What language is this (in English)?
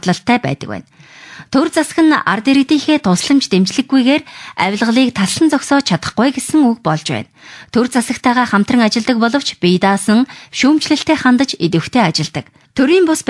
Mongolian